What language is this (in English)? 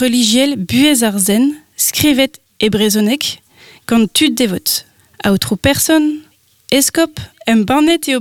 Breton